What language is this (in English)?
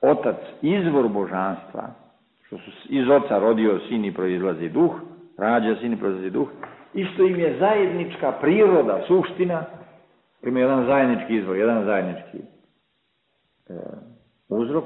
Serbian